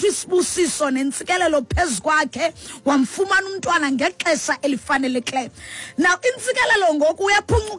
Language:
Xhosa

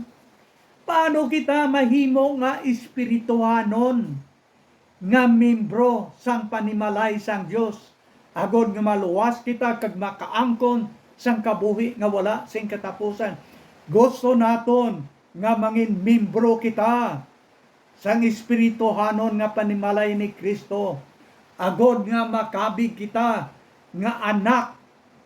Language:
Hiligaynon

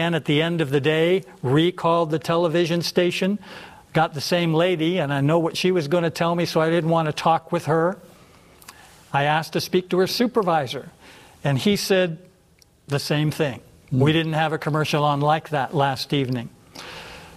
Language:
English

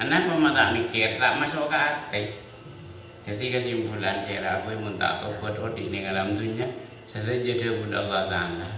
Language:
Madurese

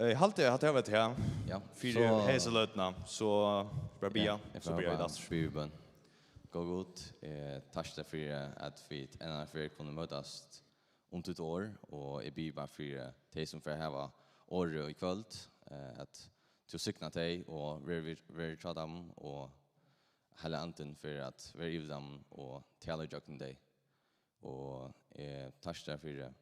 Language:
Faroese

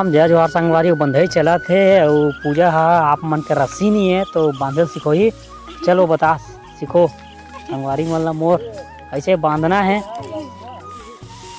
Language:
Chhattisgarhi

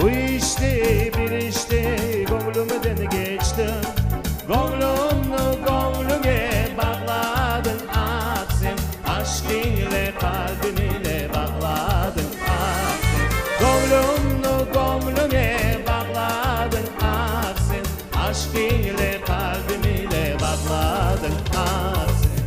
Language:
Crimean Tatar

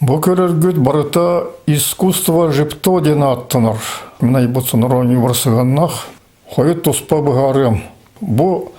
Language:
Yakut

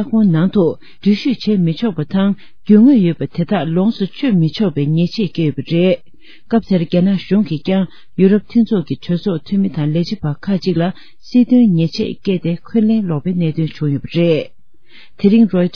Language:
Tibetan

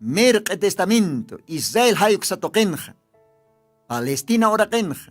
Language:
Aymara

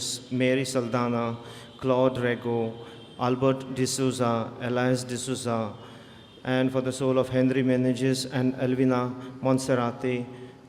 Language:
Konkani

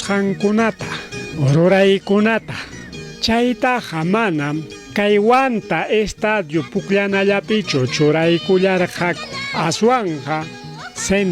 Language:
Ayacucho Quechua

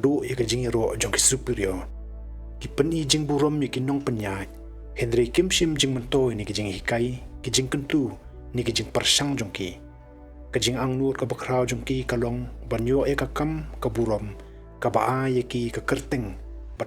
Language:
Khasi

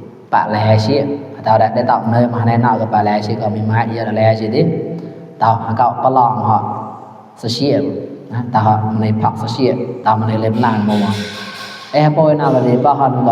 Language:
Mon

